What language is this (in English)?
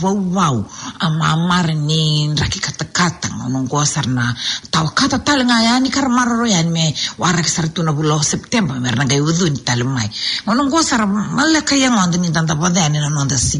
Fijian